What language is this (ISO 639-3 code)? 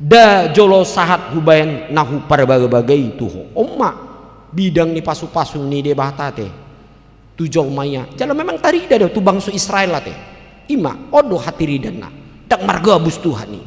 bbc